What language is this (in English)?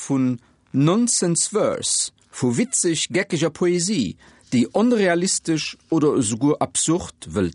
Luxembourgish